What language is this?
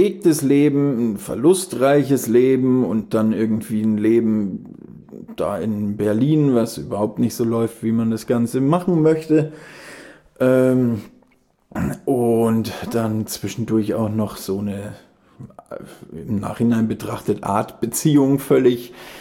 German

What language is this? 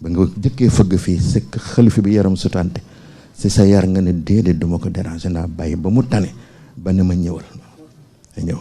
Wolof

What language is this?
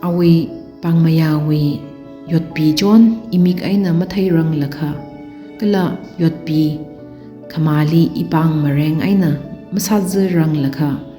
Tangkhul Naga (India)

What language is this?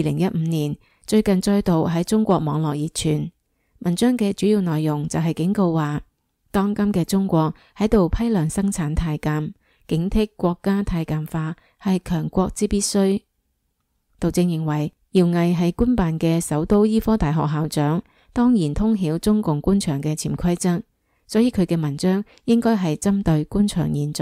Cantonese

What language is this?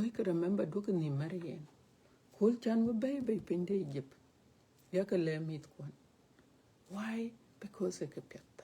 Dinka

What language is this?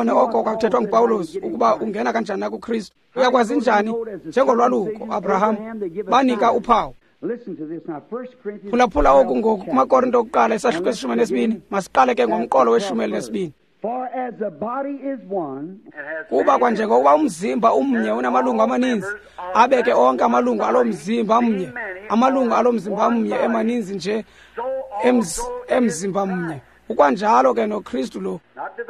Xhosa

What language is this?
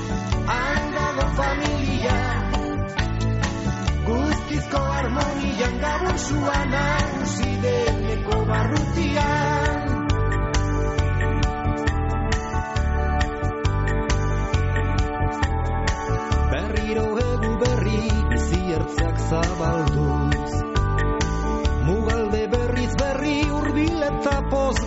Basque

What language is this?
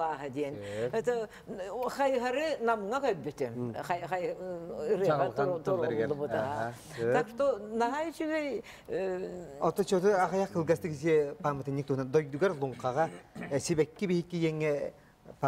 Yakut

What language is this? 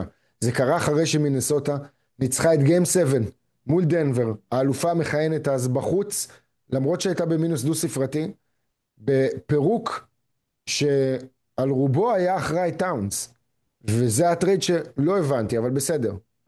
Hebrew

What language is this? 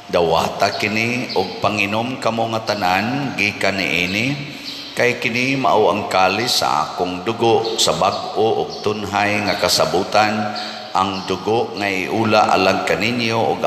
Cebuano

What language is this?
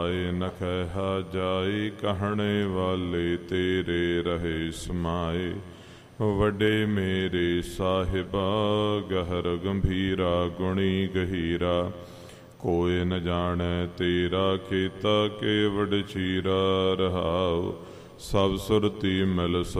Punjabi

